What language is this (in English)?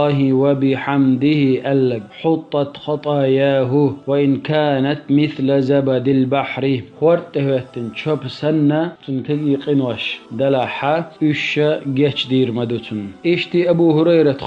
Chechen